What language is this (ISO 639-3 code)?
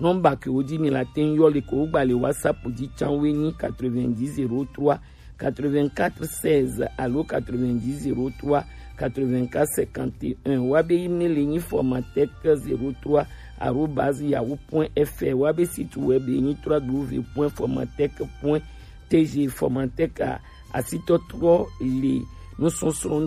gej